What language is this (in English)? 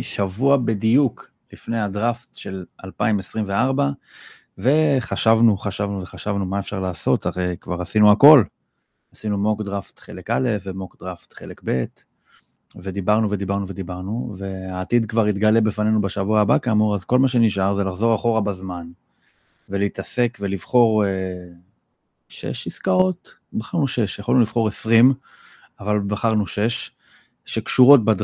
Hebrew